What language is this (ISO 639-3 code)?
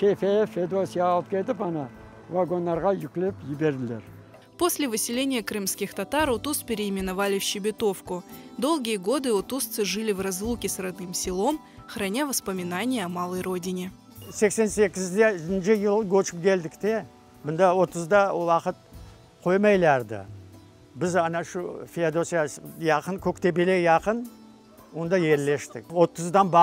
crh